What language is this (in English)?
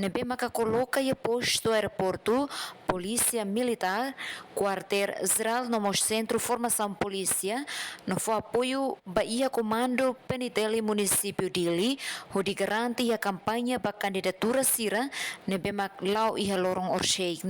Tetum